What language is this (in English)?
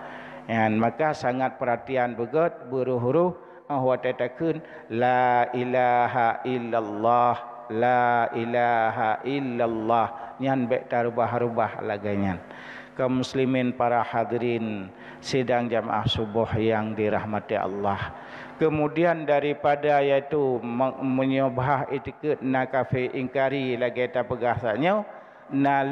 Achinese